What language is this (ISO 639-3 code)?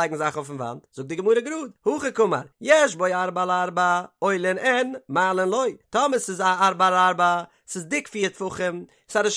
yid